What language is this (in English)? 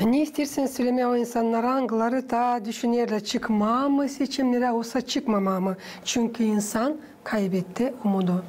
Gagauz